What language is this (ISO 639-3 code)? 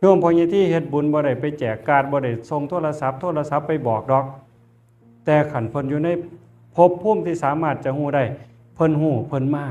tts